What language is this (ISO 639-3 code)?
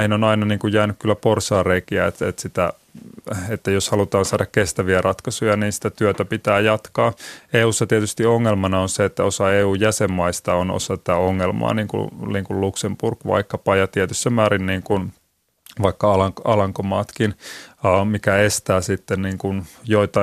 fin